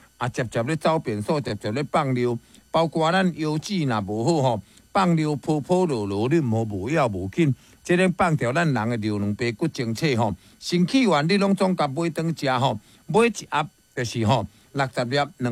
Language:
Min Nan Chinese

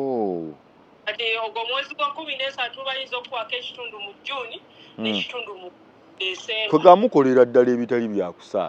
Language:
Ganda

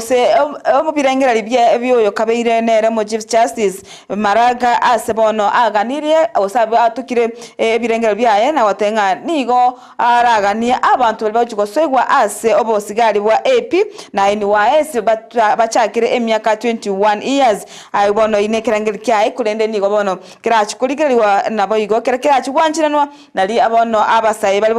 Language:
Gusii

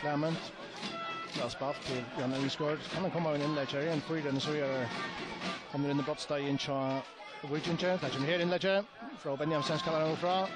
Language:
Faroese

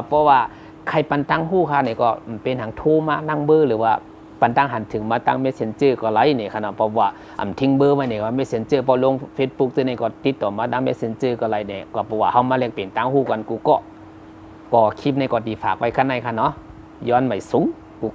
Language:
Shan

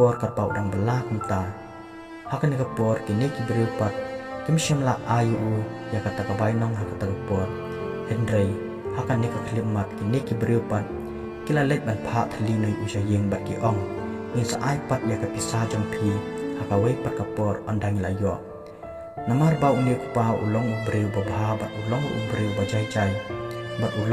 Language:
Khasi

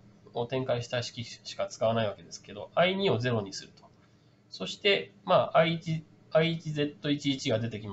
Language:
Japanese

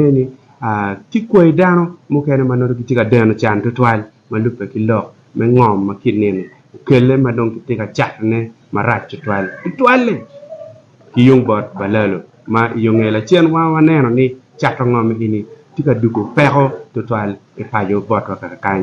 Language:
Acoli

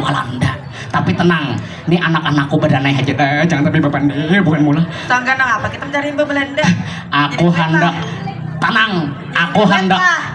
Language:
Banjar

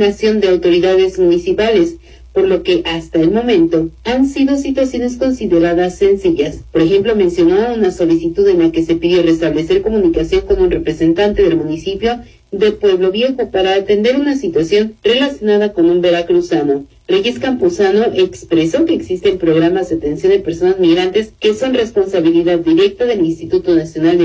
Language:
Spanish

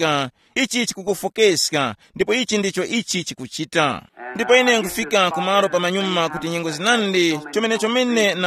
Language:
Tumbuka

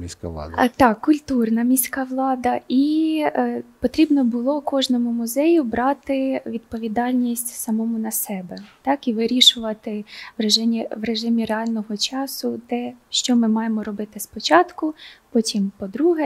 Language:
Ukrainian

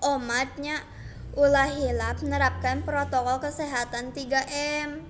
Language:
Sundanese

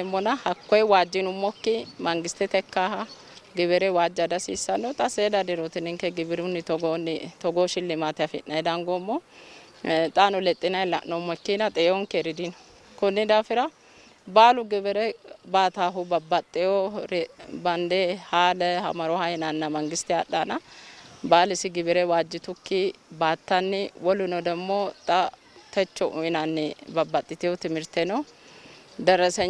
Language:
Sidamo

